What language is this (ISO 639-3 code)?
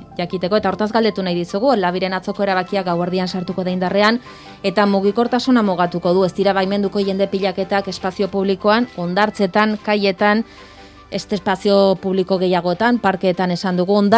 eus